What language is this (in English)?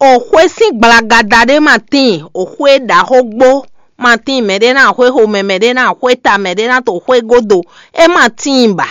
Fon